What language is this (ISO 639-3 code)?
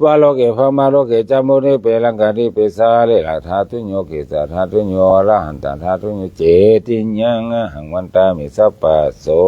pli